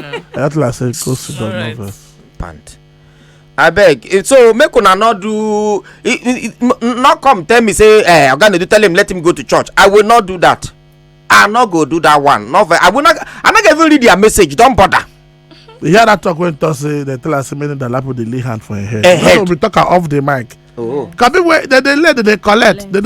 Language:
Nigerian Pidgin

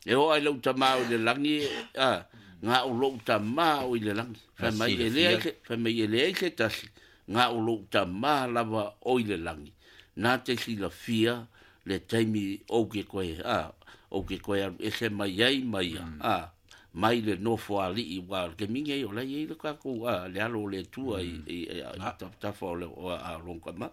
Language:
Samoan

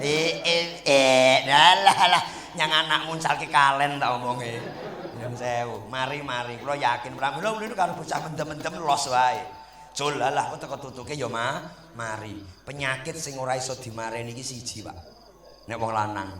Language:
Javanese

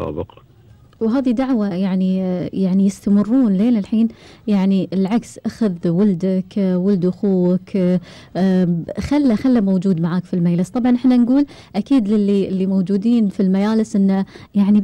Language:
Gulf Arabic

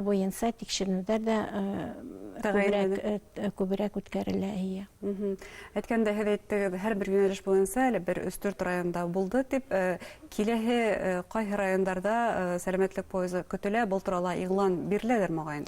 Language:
Bashkir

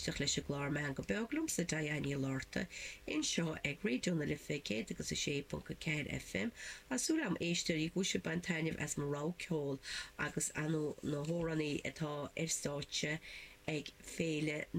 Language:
Irish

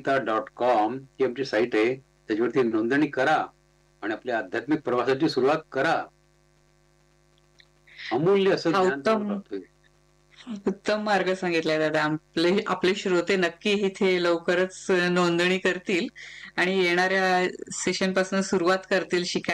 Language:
Marathi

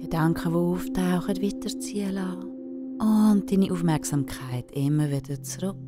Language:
Swiss German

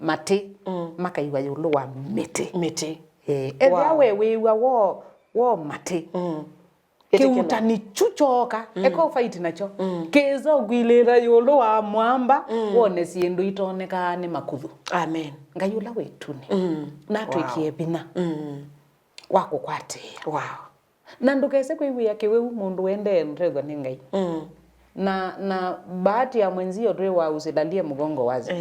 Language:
Kamba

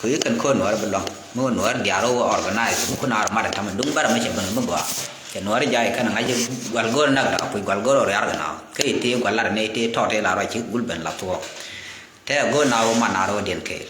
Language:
Nuer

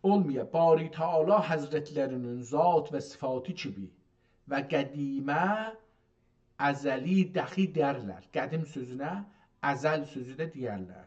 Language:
South Azerbaijani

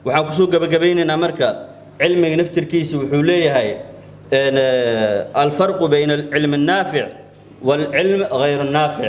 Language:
Somali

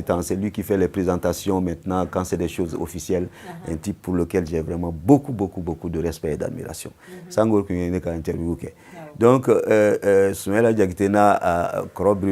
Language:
Bambara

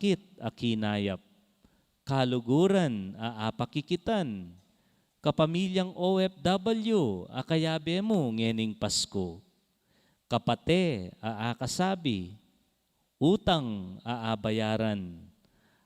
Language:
Pampanga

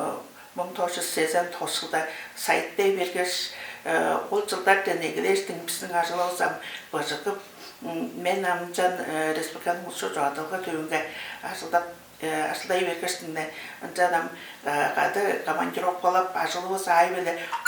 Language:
Tuvinian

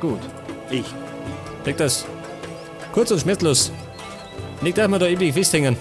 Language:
Bavarian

